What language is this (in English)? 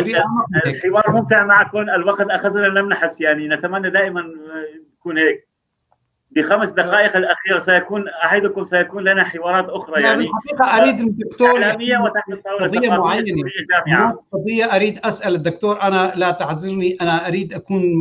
North Levantine Arabic